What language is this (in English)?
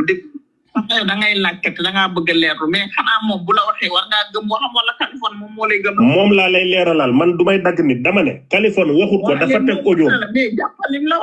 Wolof